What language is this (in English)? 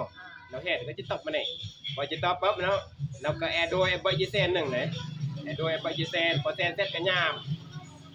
Northeastern Thai